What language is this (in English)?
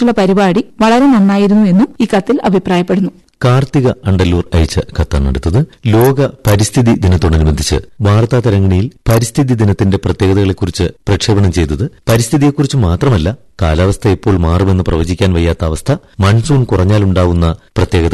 Malayalam